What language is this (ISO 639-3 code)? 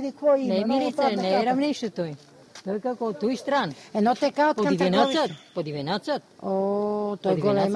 mkd